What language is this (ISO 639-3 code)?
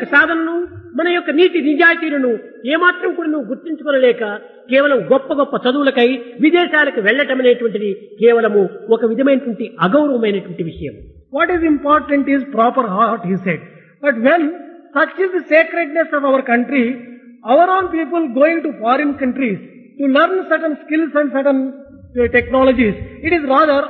tel